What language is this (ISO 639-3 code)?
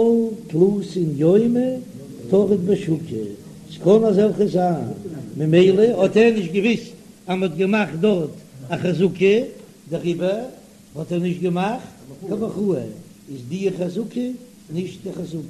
yid